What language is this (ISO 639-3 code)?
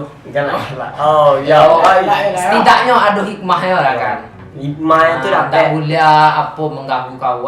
min